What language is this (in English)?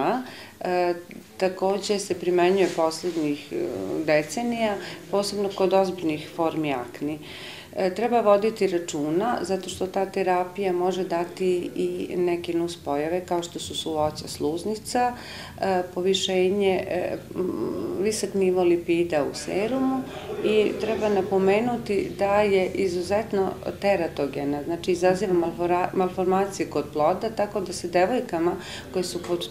Serbian